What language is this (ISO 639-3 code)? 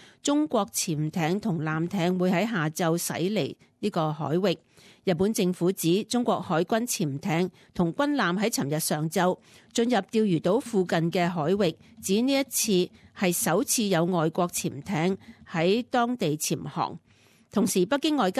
yue